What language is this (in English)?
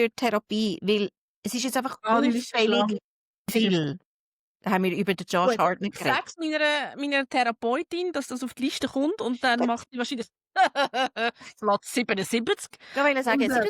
Swiss German